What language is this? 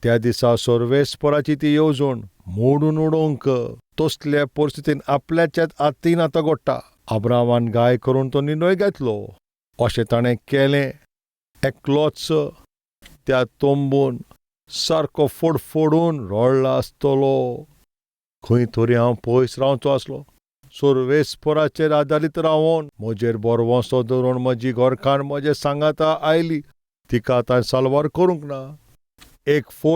Konkani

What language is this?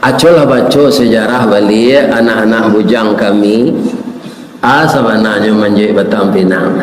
Minangkabau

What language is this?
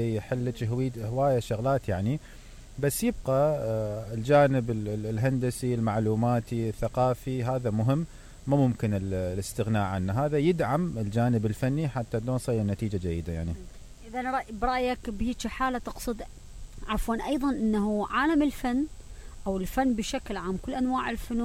Mesopotamian Arabic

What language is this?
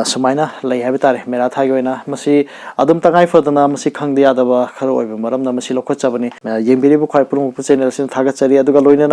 Manipuri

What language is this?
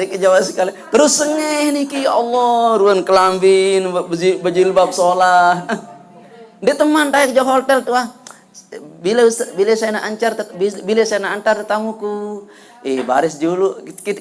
Sasak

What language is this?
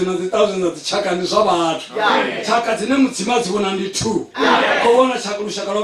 Venda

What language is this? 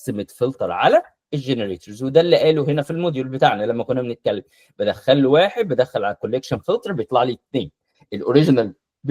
Egyptian Arabic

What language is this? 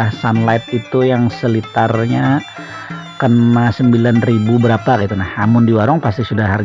Banjar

